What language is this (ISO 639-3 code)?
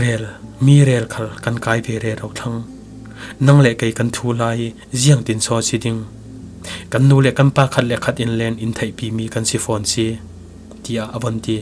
cfm